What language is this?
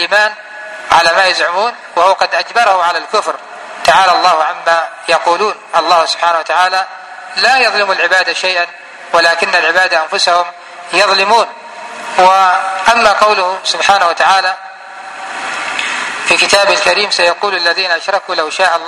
Arabic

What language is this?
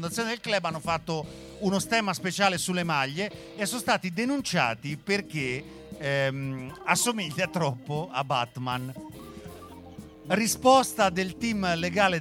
Italian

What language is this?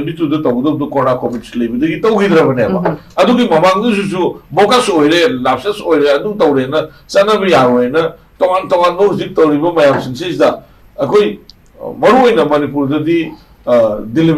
Manipuri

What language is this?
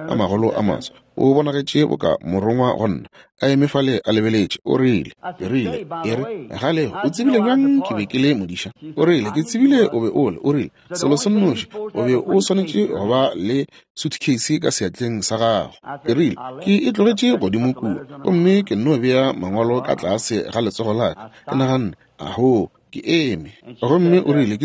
Northern Sotho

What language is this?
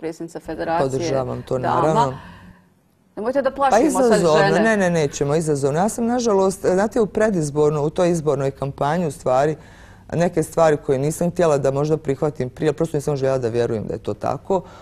Bosnian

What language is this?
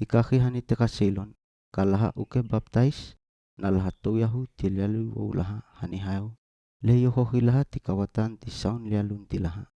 Seimat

